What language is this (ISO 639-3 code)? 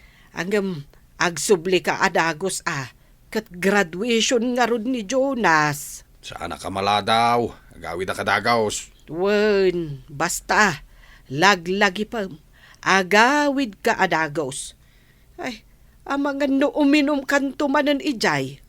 ilo